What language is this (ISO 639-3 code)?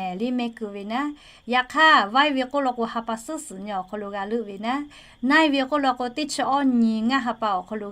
lhu